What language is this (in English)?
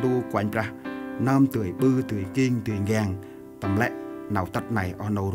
Central Mnong